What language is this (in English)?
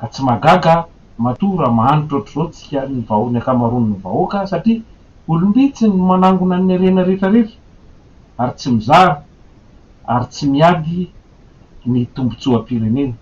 Malagasy